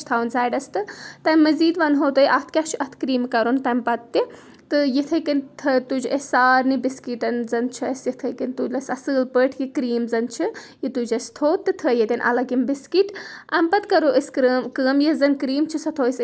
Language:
Kashmiri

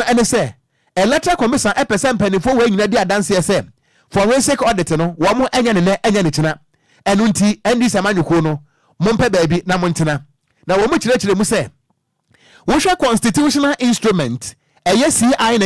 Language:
Akan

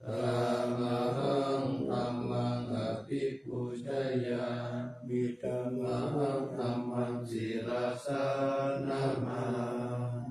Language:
Pali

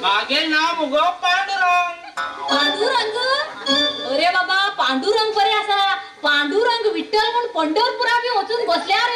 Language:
Konkani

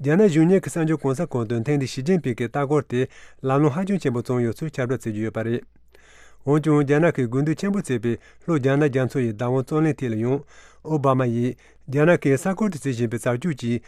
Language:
Tibetan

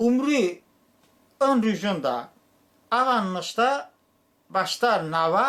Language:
Talysh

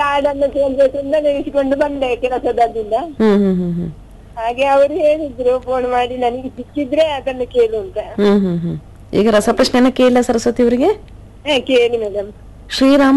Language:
Kannada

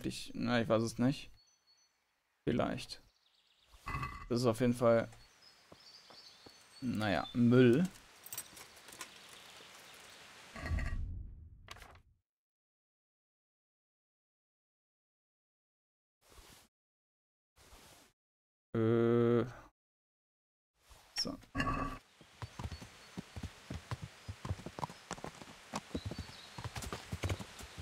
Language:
German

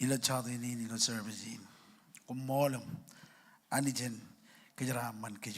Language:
Marshallese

